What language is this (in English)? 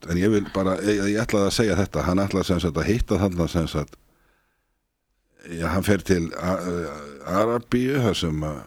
Icelandic